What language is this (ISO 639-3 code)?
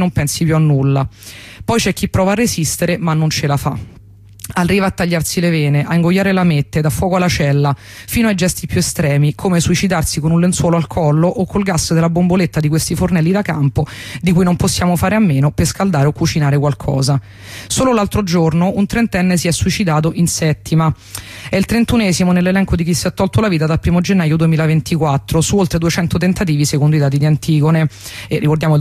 ita